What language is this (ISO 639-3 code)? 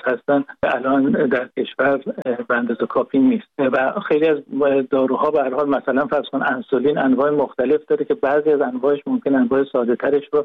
fas